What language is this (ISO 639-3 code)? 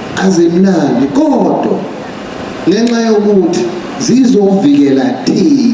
zul